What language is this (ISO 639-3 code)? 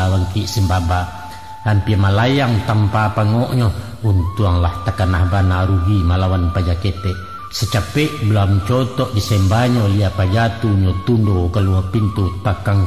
min